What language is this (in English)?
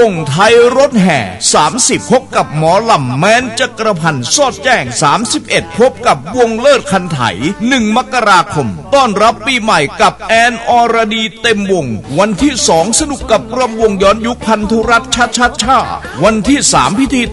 Thai